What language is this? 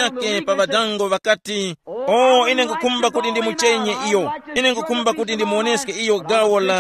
Tumbuka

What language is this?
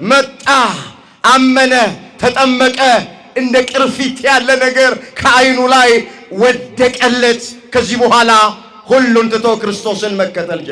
Amharic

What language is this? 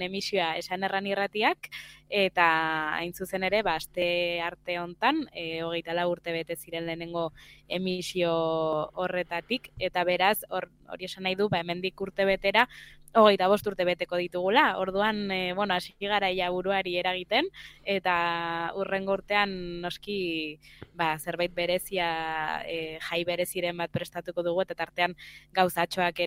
Basque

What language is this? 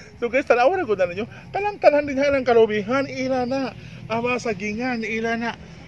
Cebuano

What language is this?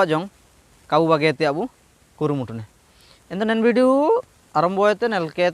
Ho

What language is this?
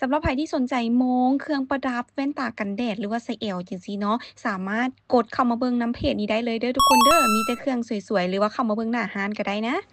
Lao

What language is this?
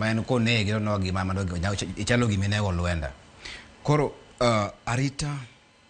Luo (Kenya and Tanzania)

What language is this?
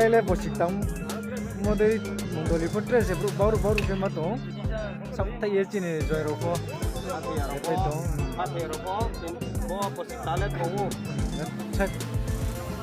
Riang (India)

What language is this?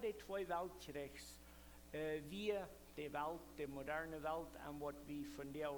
Plautdietsch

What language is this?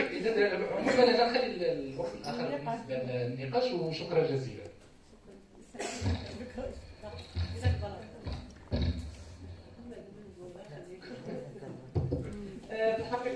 Moroccan Arabic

